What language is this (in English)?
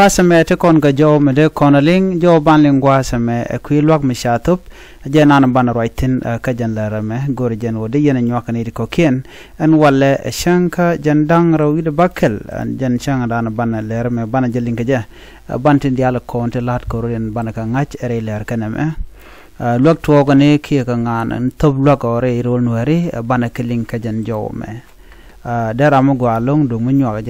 Nuer